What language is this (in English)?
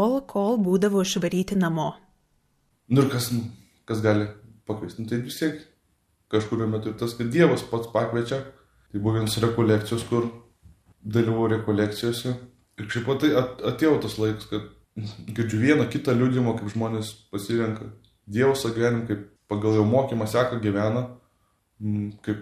Lithuanian